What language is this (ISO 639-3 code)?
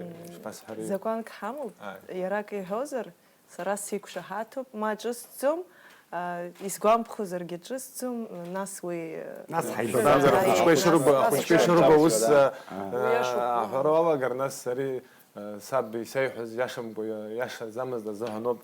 abk